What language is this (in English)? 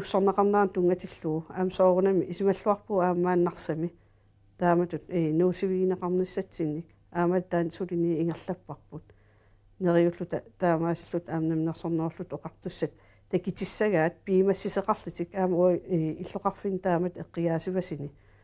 Kalaallisut